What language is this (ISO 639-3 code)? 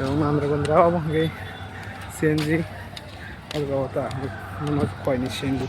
trp